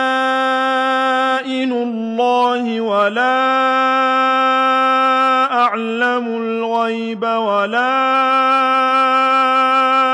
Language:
Arabic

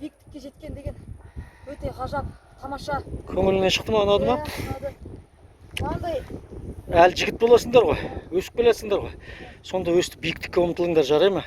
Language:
Kazakh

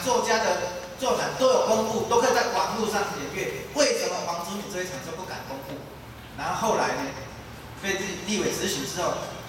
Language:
Min Nan Chinese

